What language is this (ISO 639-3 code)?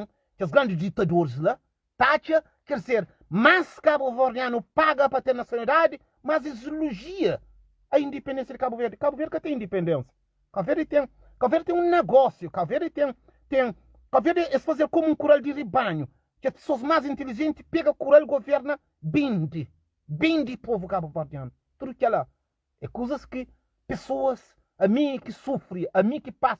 kea